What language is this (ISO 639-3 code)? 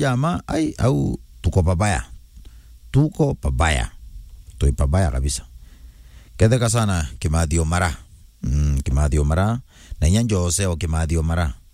mer